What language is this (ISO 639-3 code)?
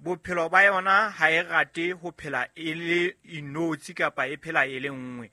sot